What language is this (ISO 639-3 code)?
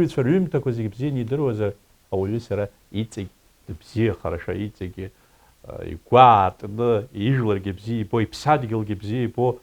abk